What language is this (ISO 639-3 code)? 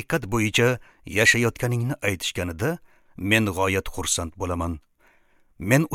uzb